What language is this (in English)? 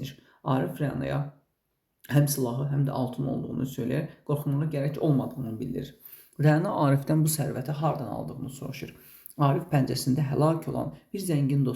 Azerbaijani